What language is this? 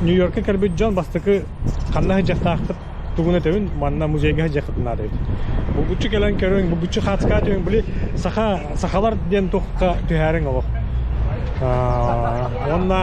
Yakut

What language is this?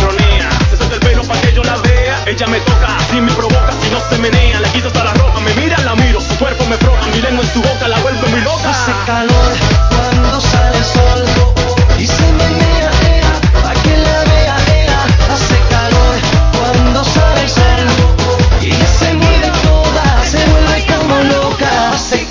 Spanish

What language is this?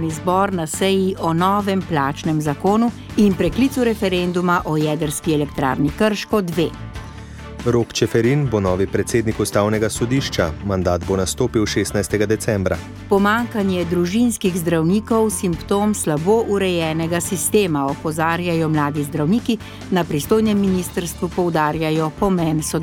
Slovenian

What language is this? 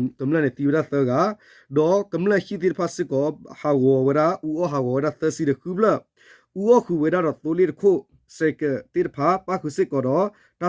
S'gaw Karen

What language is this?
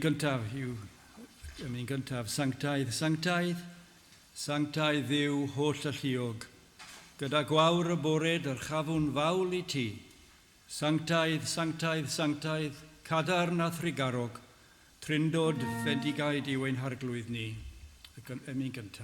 Welsh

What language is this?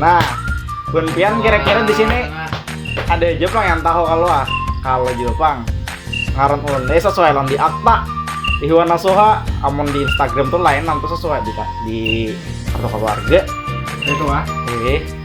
Banjar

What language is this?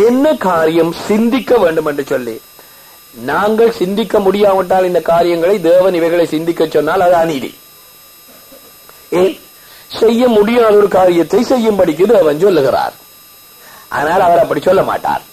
Tamil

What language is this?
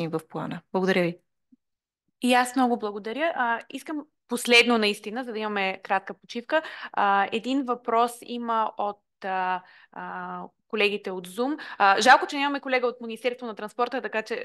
Bulgarian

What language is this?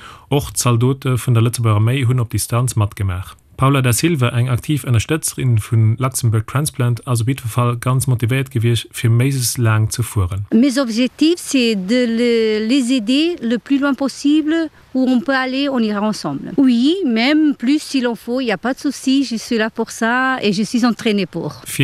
Luxembourgish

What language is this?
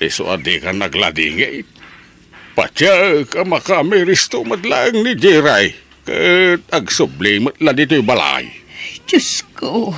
Iloko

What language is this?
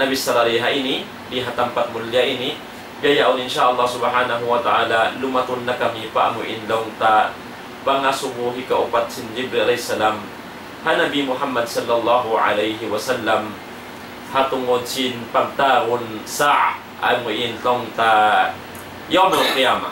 Tausug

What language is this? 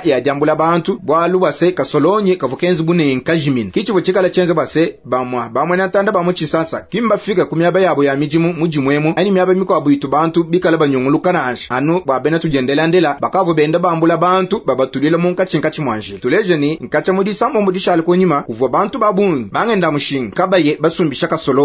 Luba-Lulua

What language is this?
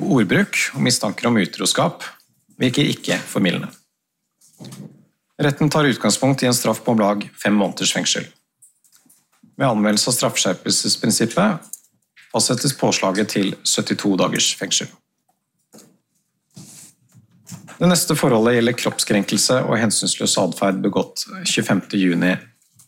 Norwegian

